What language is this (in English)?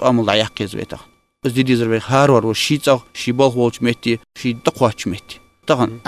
Ingush